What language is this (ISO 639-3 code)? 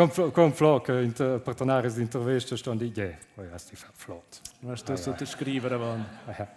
roh